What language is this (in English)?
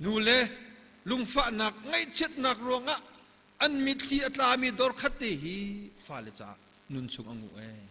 Hakha Chin